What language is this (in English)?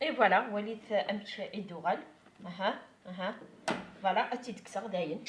Kabyle